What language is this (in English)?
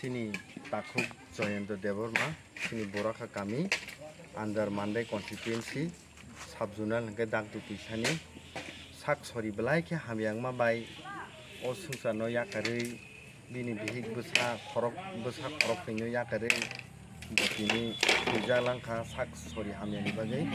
Kok Borok